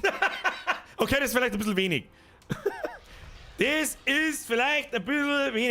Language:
Bavarian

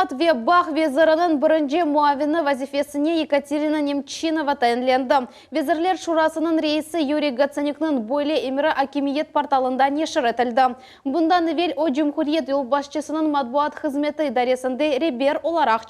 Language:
Crimean Tatar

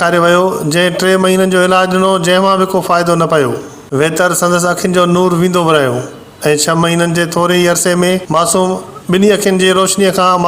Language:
Sindhi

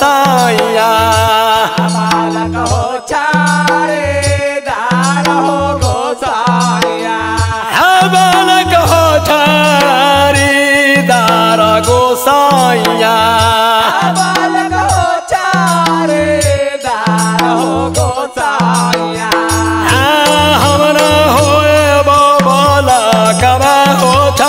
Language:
Bhojpuri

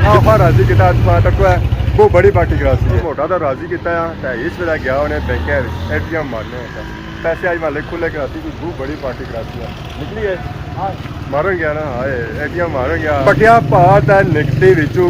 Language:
Pahari-Potwari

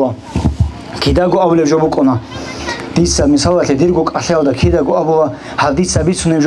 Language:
Avaric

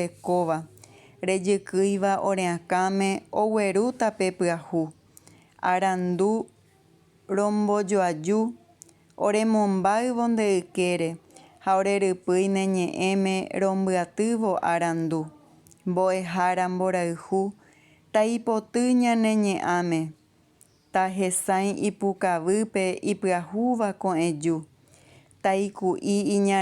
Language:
Guarani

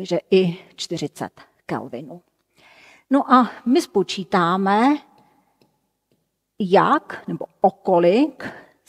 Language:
Czech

